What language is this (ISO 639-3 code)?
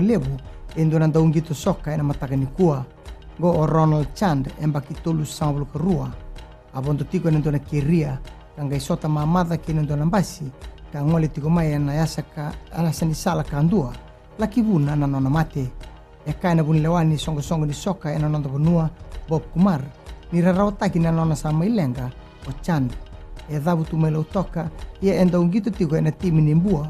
fij